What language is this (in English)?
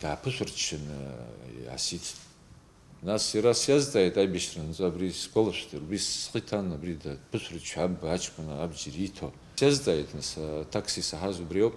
Abkhazian